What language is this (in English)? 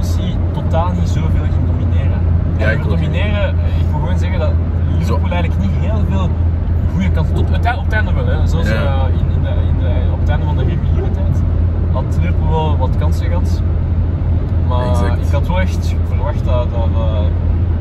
Dutch